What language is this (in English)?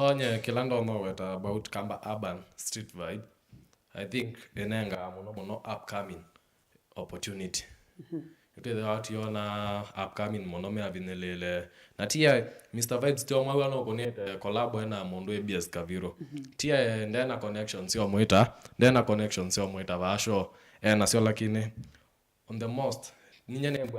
Kamba